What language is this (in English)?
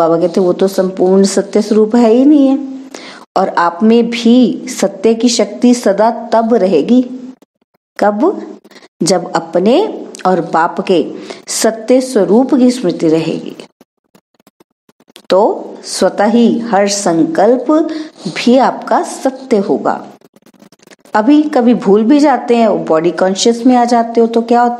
Hindi